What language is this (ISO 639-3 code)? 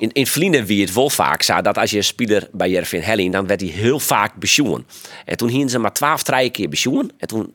fry